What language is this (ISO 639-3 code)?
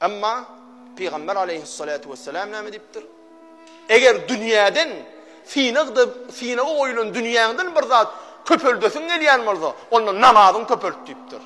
tuk